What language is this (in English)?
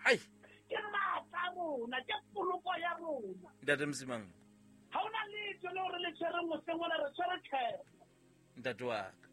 Southern Sotho